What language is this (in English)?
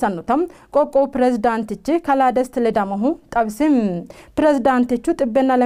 Sidamo